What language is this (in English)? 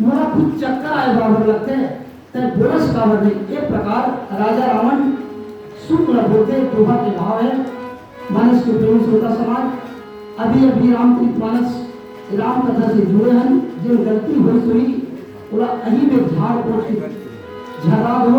Chhattisgarhi